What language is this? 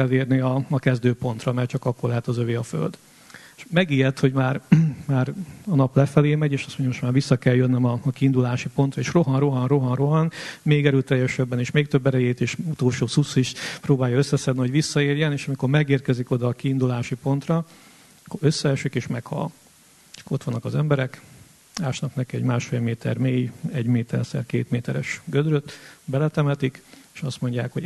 Hungarian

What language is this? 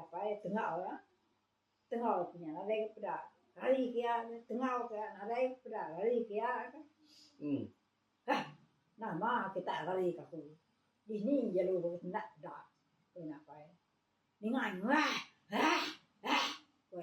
Iban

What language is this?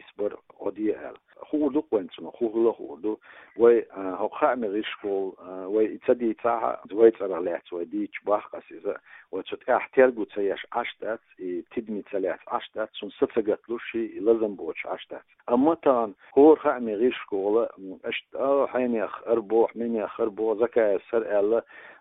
Chechen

